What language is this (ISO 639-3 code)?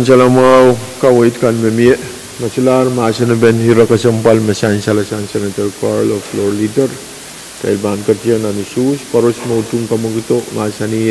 pon